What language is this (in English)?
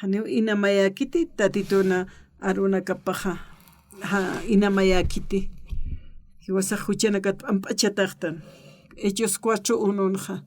Aymara